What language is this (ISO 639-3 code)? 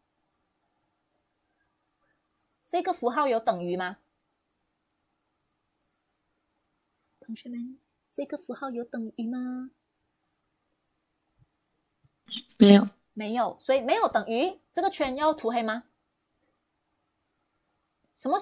zho